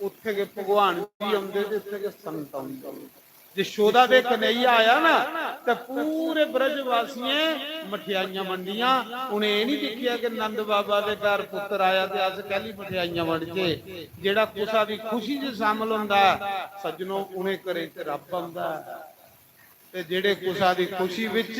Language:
Dogri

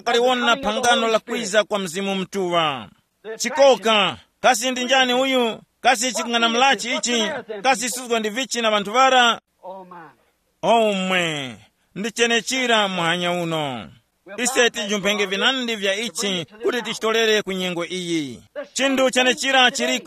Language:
Tumbuka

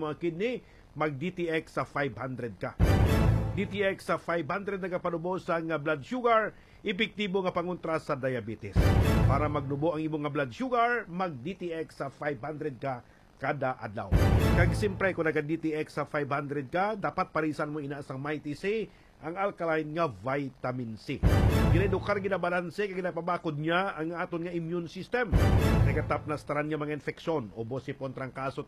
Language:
Hiligaynon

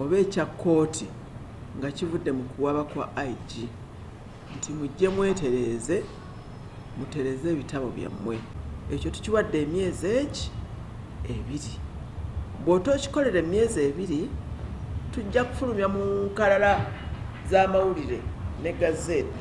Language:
Ganda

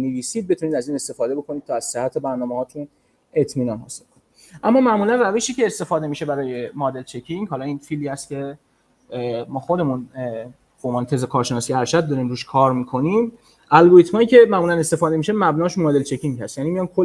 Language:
Persian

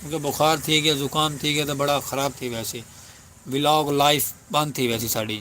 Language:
Saraiki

